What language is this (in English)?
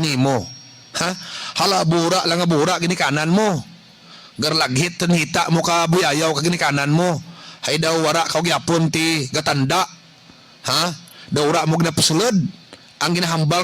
Hiligaynon